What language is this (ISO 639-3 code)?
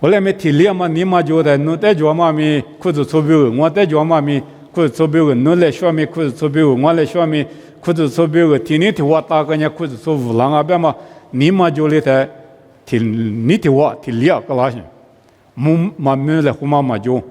lis